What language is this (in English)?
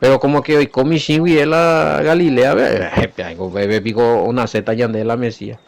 Guarani